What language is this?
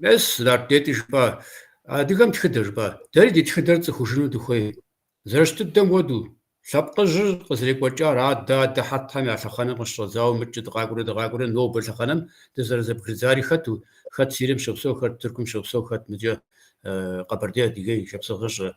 Kabardian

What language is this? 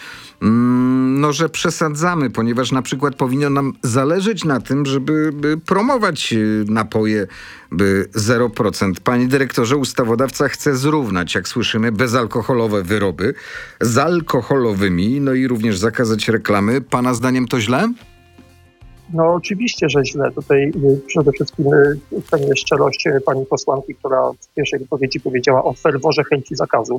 Polish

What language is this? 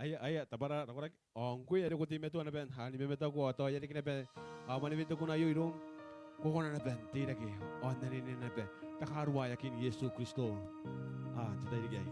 Gilbertese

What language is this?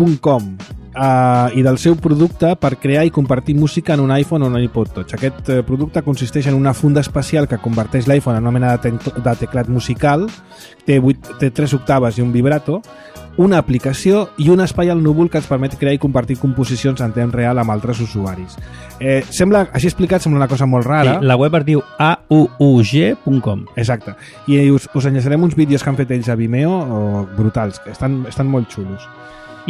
Catalan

